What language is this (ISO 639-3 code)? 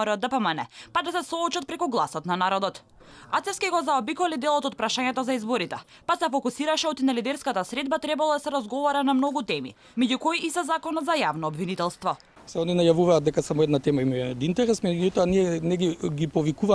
mkd